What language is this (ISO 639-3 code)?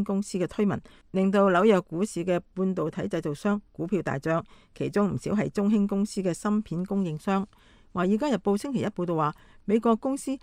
yue